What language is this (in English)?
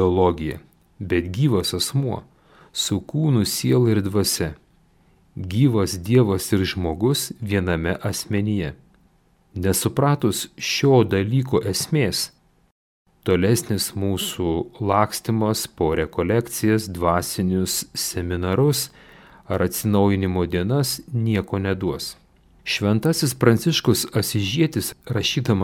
Lithuanian